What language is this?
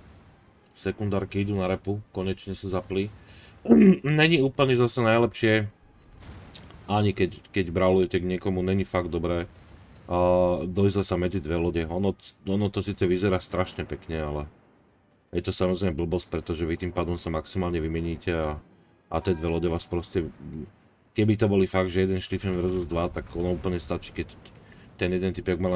Slovak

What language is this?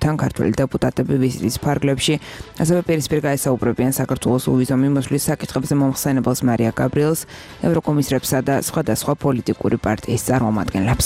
Georgian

